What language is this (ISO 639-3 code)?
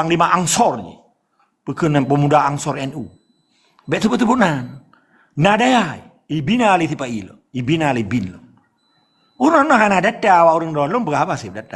ace